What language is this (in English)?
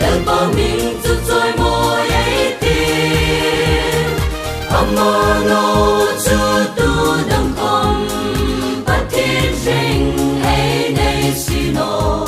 Hmar